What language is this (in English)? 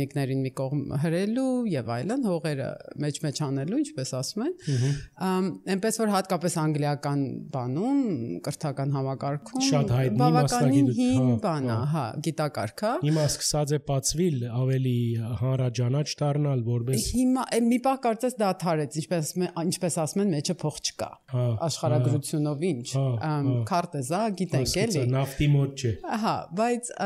Armenian